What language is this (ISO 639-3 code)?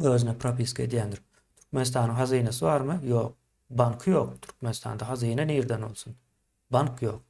tuk